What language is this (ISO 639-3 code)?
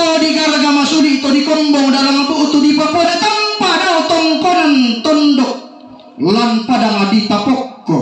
sda